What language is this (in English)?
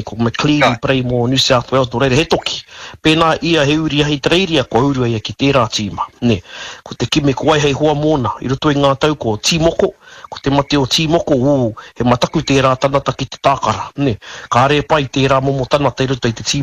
Māori